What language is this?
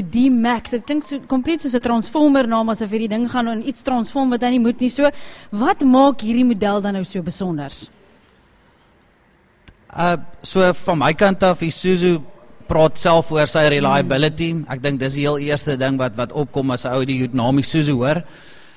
Afrikaans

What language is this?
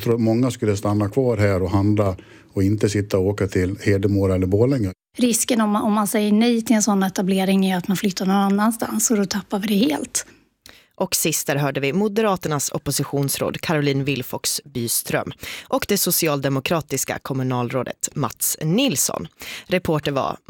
Swedish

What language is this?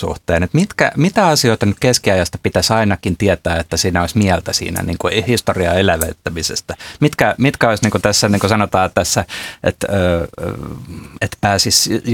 Finnish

